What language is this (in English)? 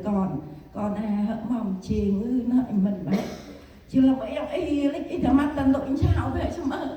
Central Mnong